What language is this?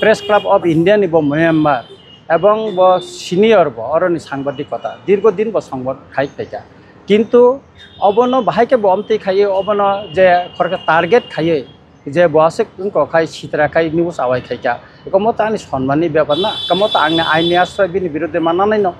Kok Borok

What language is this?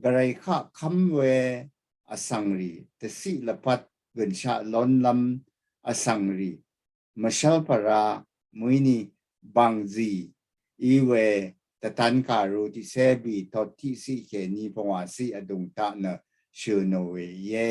Rawang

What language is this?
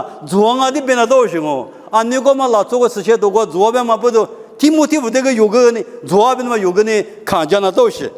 Lisu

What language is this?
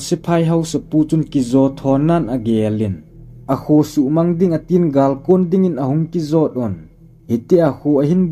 Thado Chin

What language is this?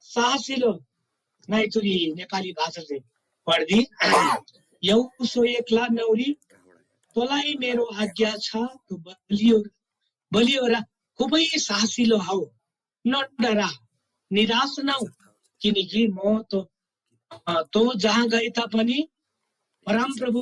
Eastern Tamang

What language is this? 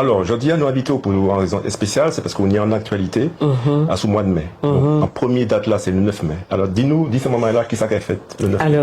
Guadeloupean Creole French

